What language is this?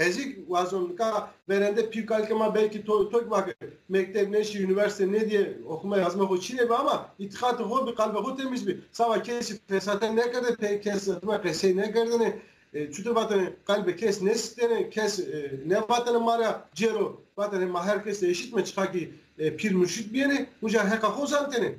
Zaza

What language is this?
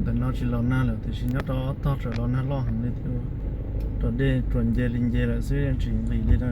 Hmong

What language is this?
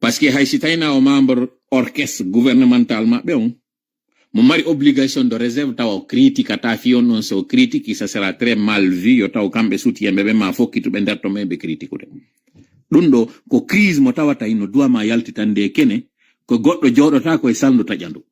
Fula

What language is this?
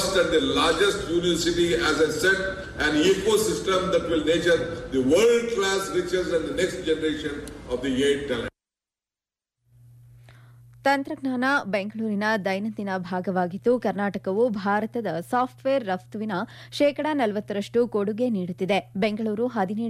Kannada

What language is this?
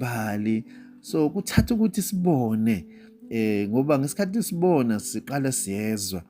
Zulu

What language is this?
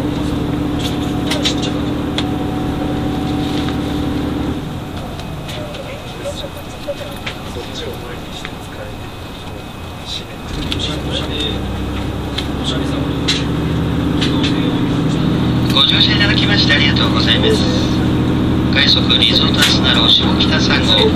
Japanese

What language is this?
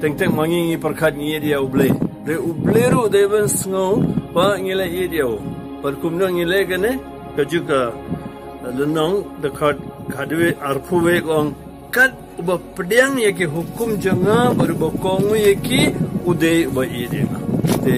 Khasi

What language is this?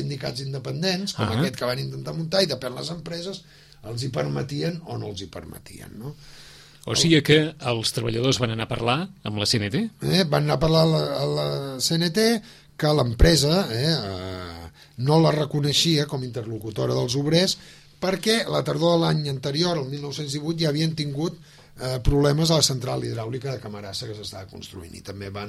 Catalan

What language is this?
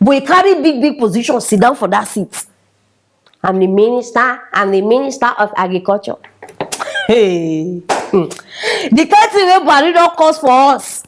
Nigerian Pidgin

